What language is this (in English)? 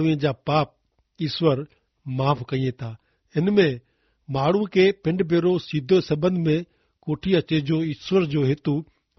Kachhi